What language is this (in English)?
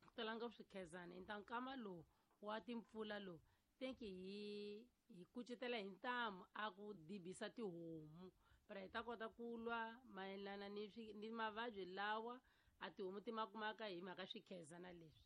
Tsonga